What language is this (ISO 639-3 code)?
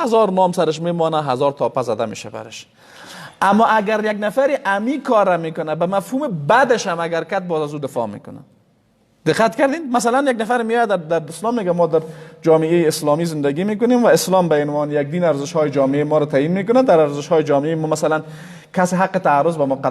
fas